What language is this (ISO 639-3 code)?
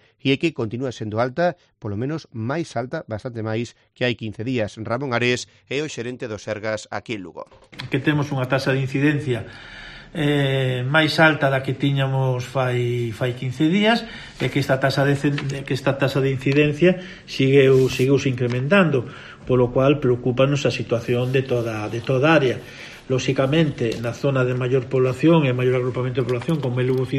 glg